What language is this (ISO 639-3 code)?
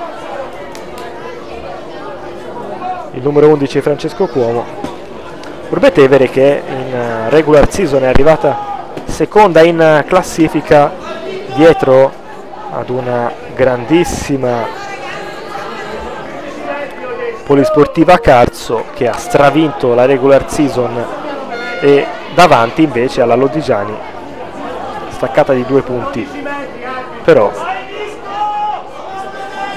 ita